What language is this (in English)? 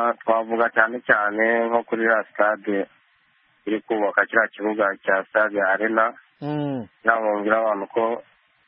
Kinyarwanda